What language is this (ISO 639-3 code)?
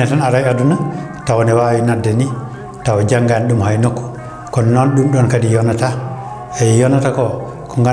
ful